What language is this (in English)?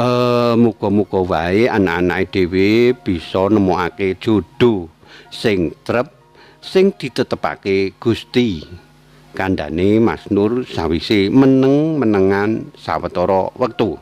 Javanese